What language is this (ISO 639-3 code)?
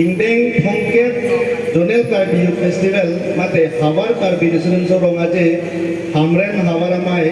mjw